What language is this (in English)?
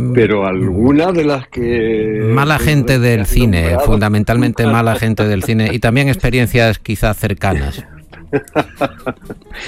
Spanish